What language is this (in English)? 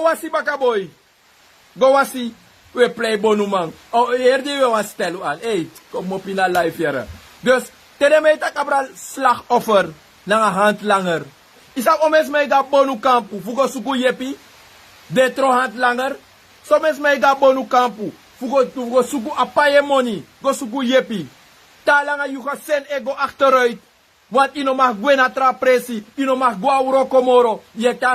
Sranan Tongo